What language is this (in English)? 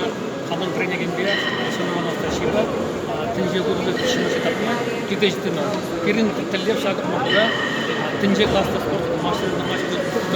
Chuvash